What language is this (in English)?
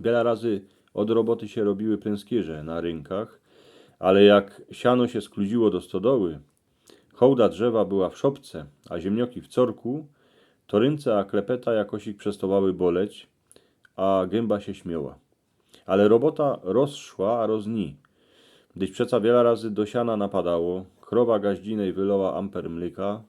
Silesian